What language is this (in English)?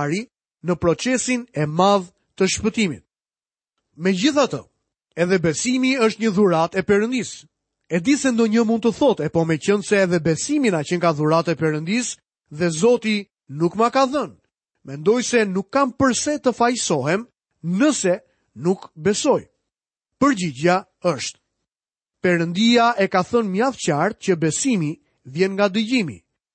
Albanian